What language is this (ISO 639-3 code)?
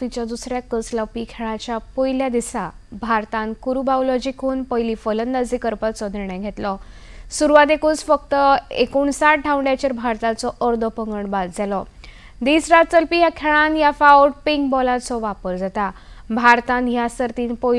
kok